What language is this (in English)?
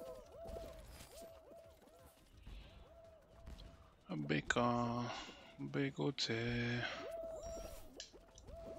Hungarian